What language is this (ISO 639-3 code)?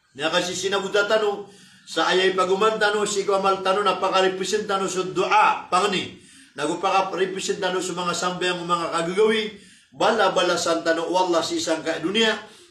mrw